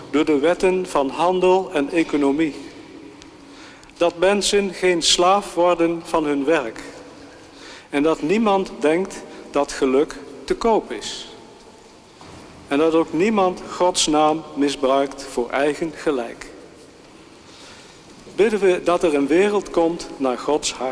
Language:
Dutch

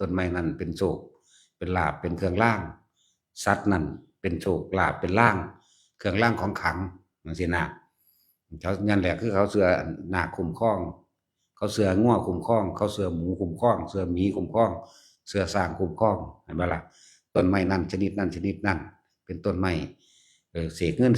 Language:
Northeastern Thai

